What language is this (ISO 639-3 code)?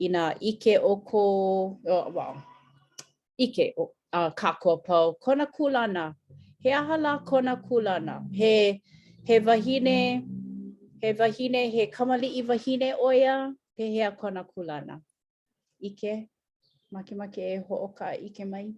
haw